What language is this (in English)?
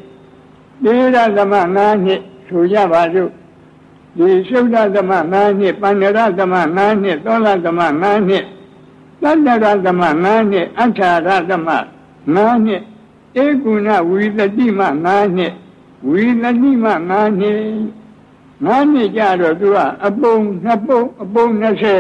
Burmese